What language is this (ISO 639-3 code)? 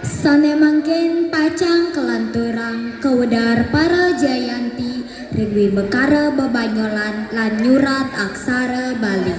ban